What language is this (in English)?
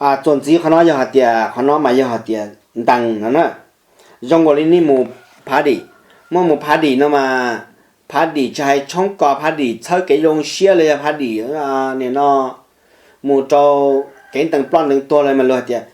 Hmong